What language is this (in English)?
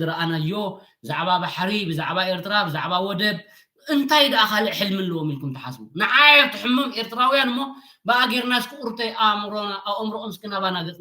Tigrinya